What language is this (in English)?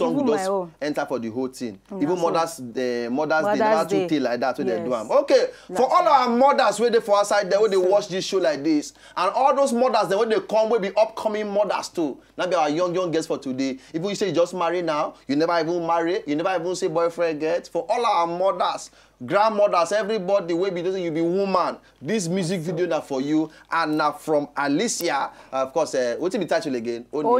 Nigerian Pidgin